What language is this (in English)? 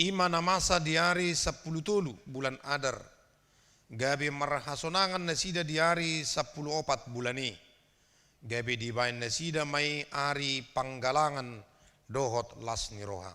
Batak Toba